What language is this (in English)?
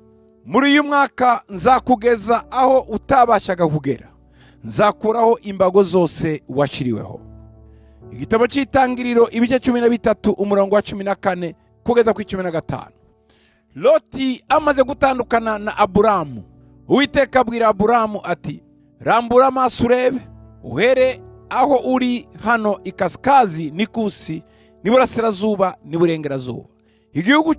Kinyarwanda